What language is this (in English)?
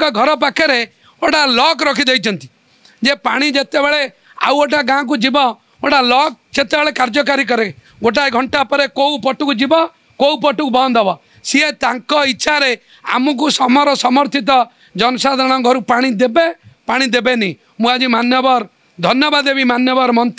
Odia